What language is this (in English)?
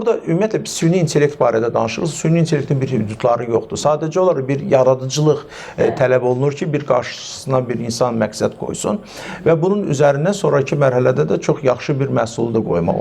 Azerbaijani